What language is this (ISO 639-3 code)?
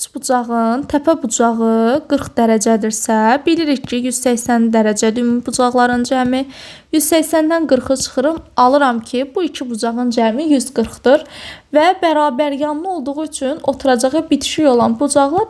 aze